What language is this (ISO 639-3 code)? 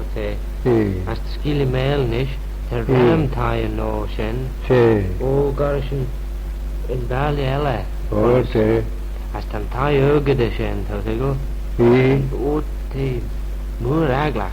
glv